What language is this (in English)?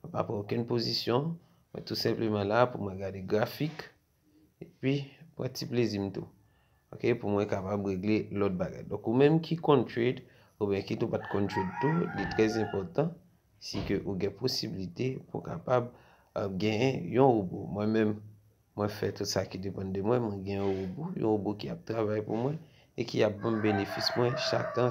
Haitian Creole